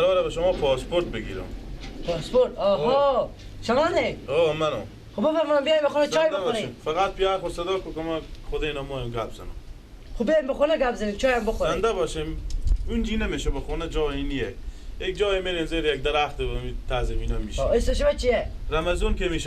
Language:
Persian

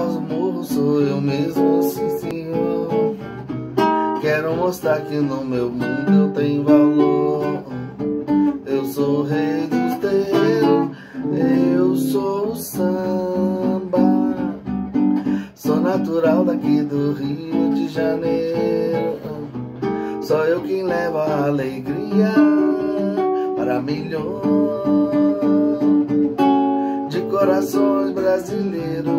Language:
Portuguese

